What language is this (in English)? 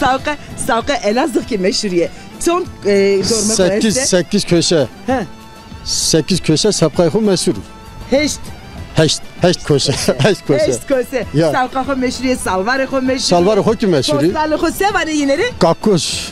Zaza